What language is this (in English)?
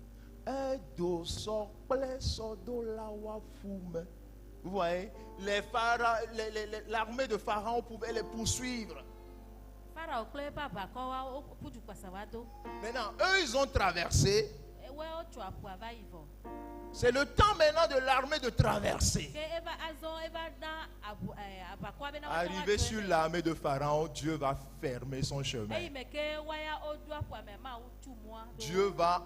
Ewe